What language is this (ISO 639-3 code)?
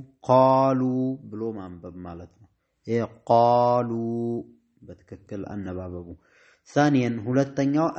amh